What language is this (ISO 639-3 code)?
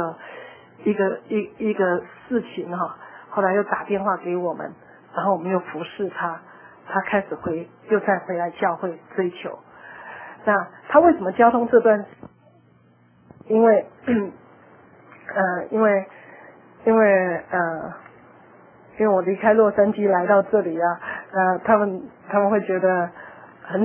zho